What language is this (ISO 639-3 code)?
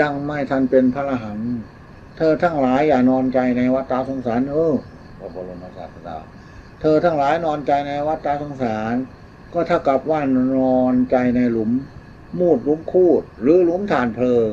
tts